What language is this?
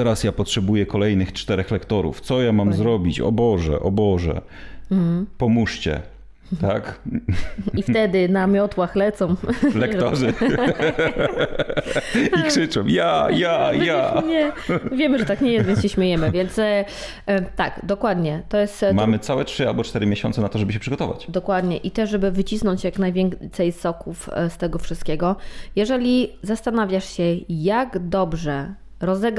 Polish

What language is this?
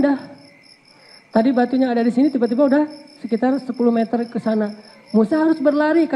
Indonesian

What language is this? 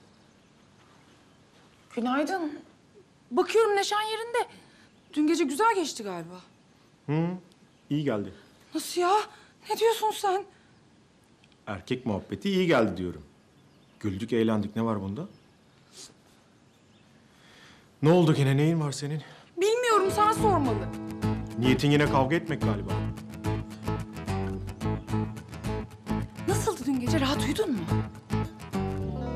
Turkish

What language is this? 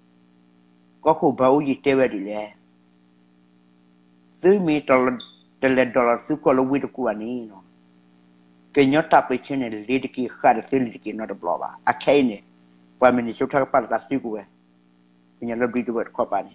S'gaw Karen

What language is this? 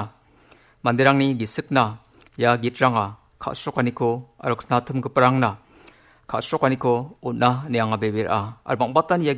Garo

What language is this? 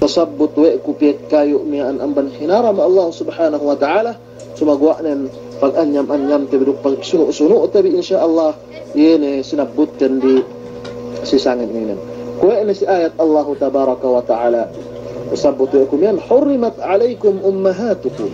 Yakan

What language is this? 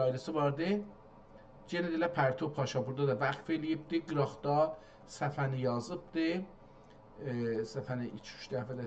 South Azerbaijani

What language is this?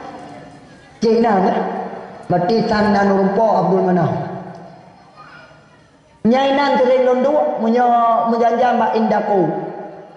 Achinese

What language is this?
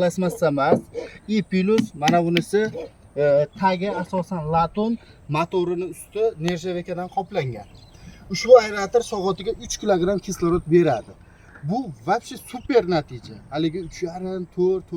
Uzbek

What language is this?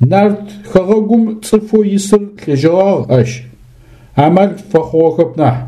Adyghe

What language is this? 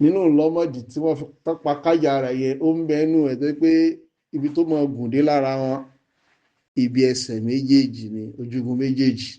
Yoruba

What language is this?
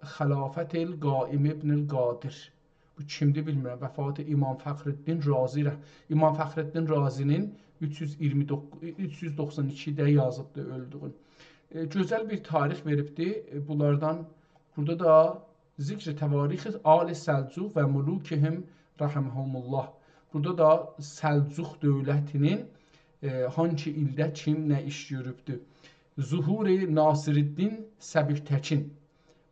South Azerbaijani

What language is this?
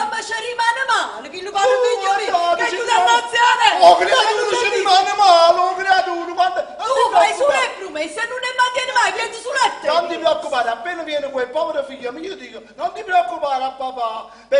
Neapolitan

